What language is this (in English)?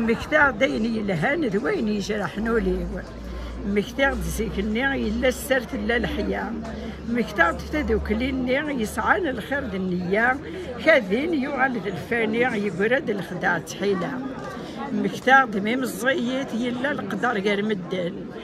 Kabyle